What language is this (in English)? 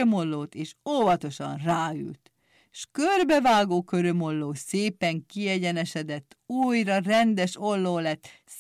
Hungarian